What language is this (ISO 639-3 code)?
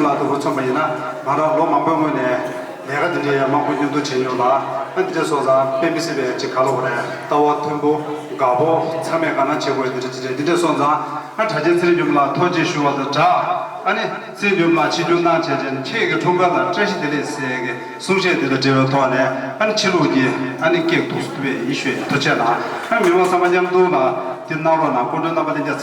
bod